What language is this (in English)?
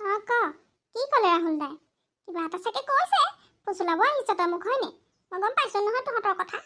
Assamese